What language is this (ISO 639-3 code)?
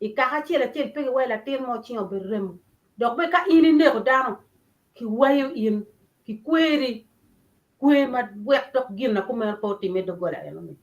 ach